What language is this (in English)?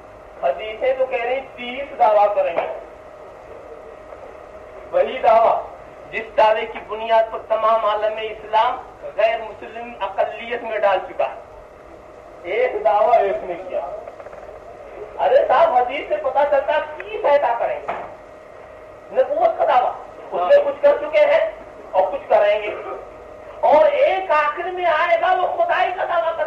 Urdu